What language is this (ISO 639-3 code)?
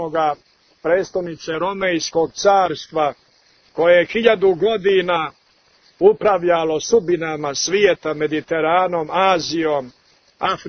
srp